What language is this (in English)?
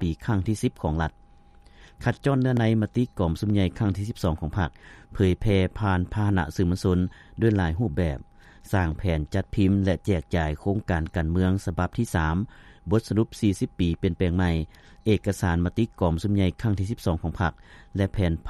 Lao